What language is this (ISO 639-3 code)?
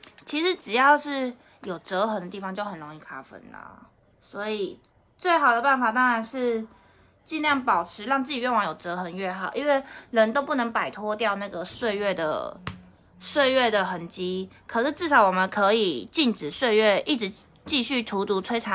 zho